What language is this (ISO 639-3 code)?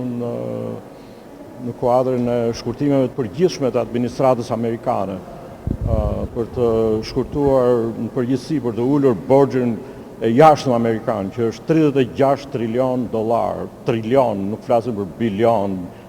sqi